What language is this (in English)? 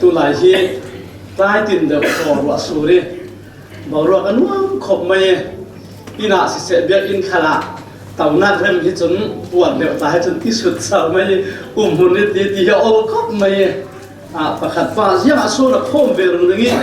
Falam Chin